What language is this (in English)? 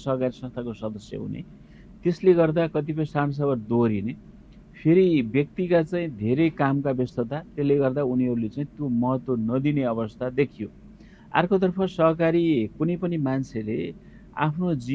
Nepali